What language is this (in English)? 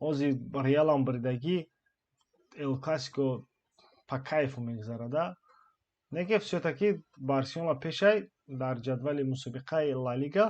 Tajik